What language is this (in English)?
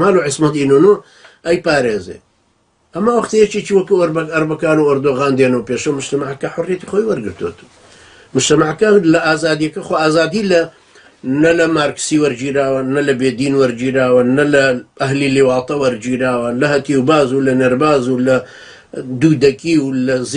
Central Kurdish